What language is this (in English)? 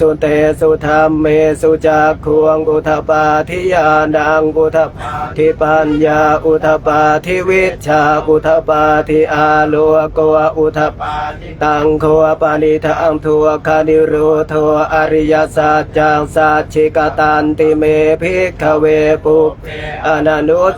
Pali